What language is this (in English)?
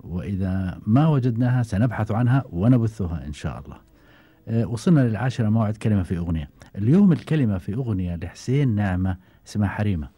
Gulf Arabic